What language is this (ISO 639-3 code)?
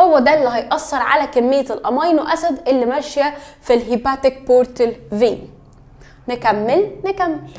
arz